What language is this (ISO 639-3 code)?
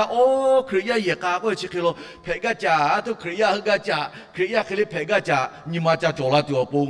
lhu